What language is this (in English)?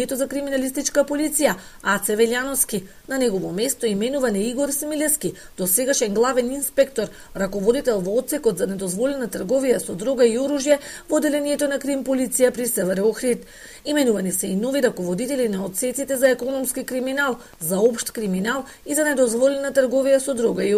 Macedonian